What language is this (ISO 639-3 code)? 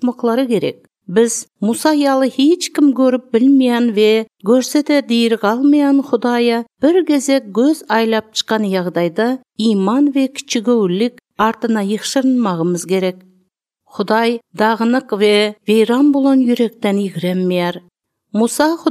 tuk